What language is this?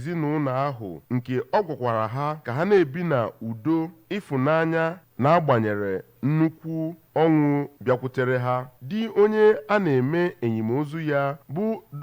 Igbo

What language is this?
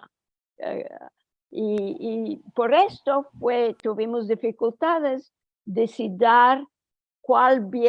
Ladino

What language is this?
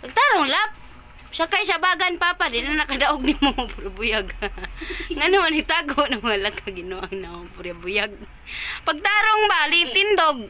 Cebuano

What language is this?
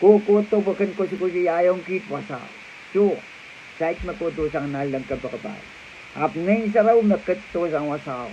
Pohnpeian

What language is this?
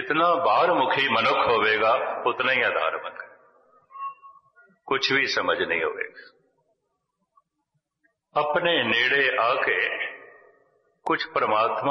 Punjabi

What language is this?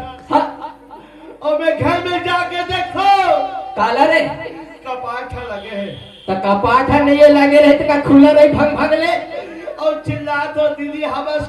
Chhattisgarhi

